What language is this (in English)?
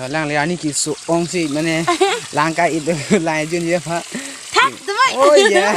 Karbi